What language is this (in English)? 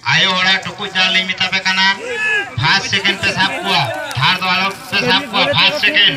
Santali